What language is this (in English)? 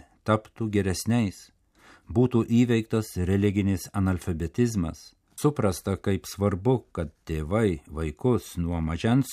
Lithuanian